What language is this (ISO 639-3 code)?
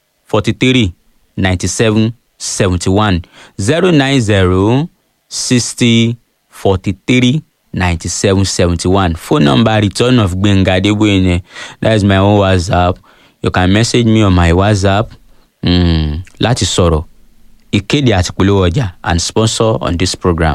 yor